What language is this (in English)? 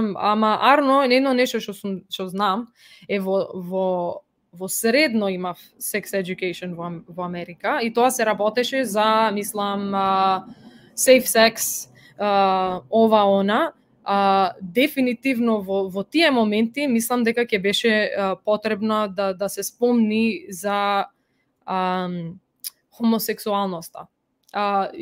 Macedonian